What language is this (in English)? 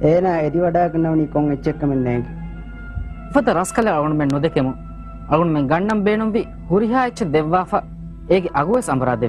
Divehi